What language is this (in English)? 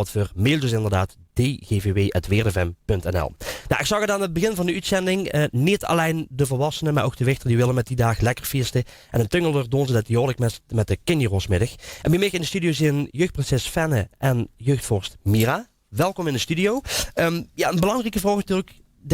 Limburgish